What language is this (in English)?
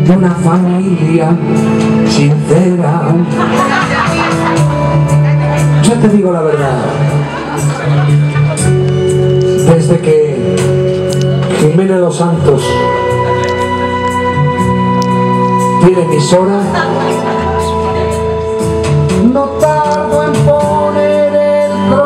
Spanish